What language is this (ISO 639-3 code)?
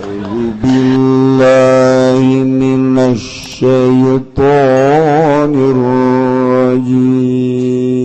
sun